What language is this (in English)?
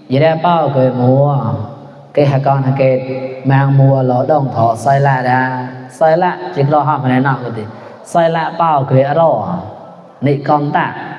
Mon